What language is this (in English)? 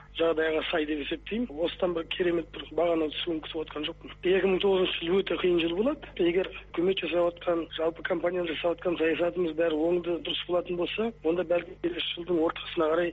Kazakh